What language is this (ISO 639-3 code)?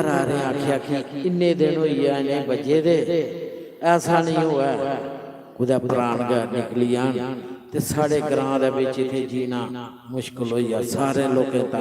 doi